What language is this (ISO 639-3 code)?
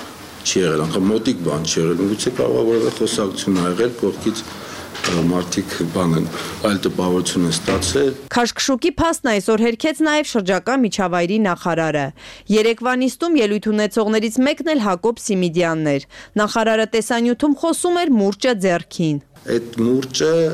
hye